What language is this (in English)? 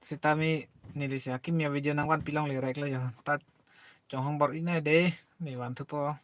Karbi